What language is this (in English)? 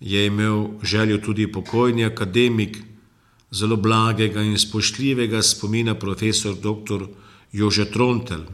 Slovenian